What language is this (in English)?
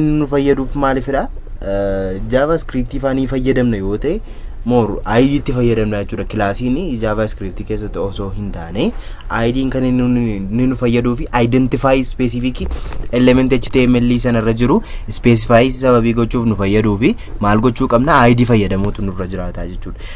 Oromo